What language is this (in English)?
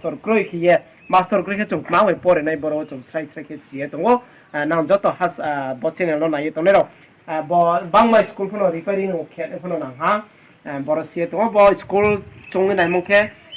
Riang (India)